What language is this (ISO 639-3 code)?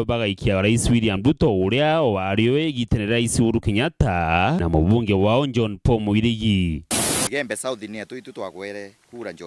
mer